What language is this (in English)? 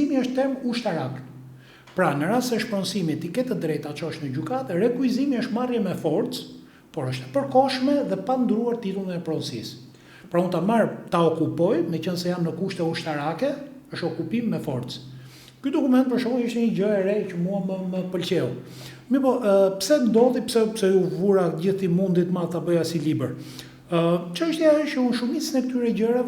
Albanian